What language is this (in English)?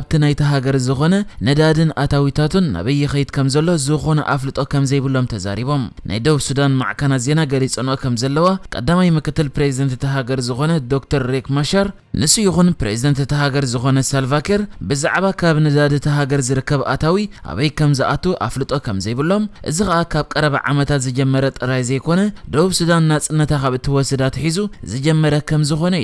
Tigrinya